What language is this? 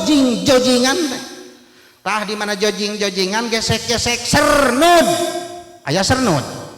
Sundanese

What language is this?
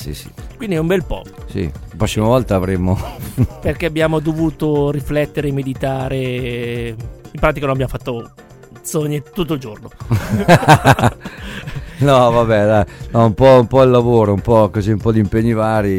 Italian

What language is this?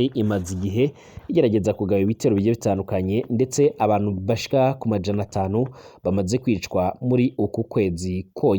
Rundi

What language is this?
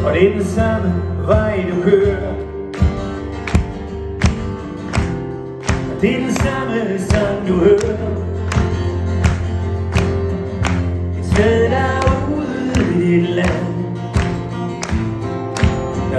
Danish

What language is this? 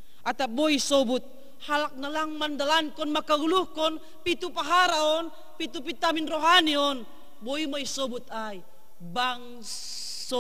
Batak Simalungun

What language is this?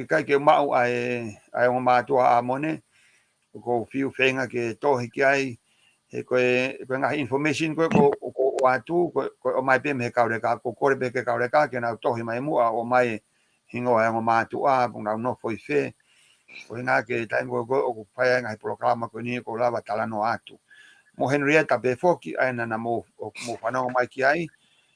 Tongan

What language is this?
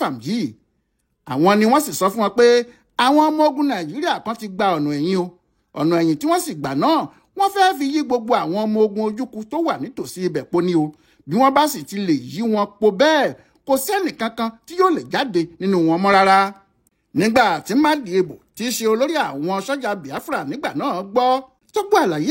Yoruba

